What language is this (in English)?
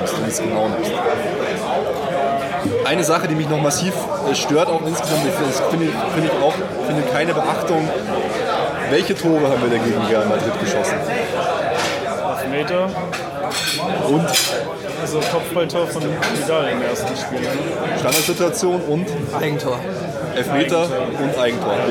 German